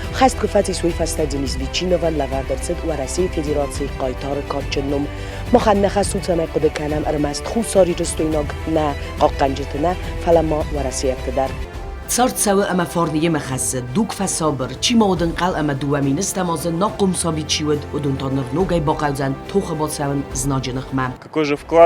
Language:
Ossetic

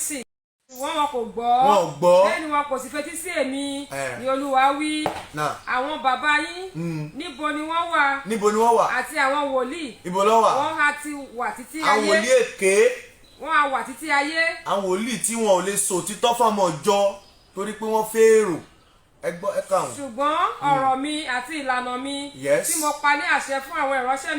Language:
Yoruba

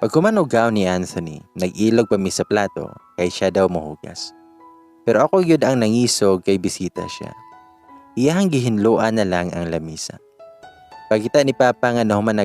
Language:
Cebuano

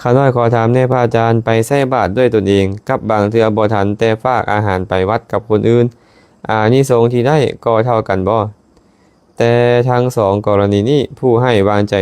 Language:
Lao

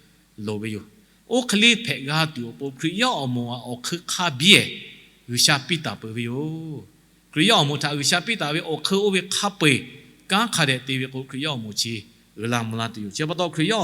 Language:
Lahu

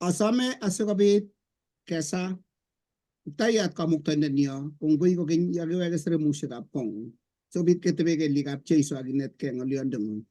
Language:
Kalenjin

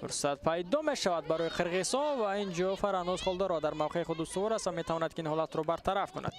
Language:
Tajik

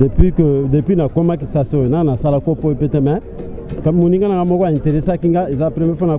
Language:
Lingala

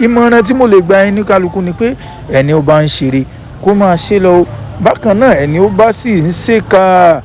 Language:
Yoruba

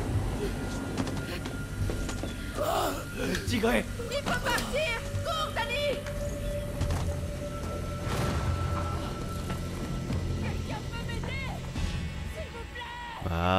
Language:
French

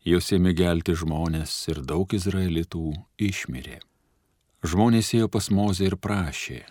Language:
Lithuanian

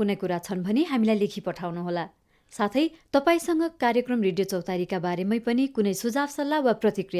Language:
Nepali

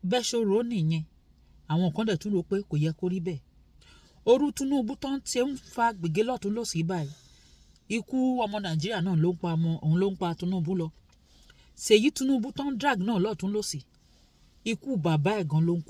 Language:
Yoruba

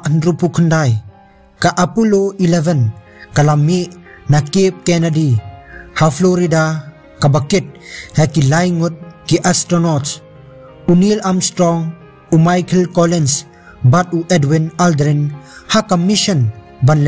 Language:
Khasi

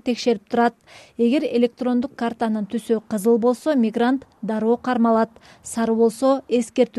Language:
Kyrgyz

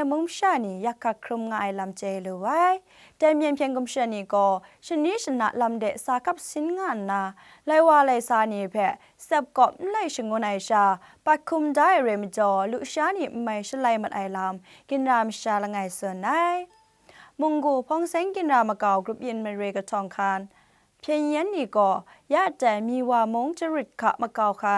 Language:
Kachin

